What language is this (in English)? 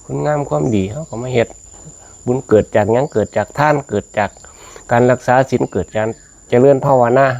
Northeastern Thai